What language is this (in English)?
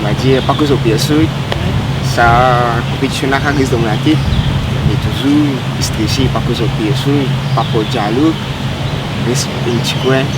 Morisyen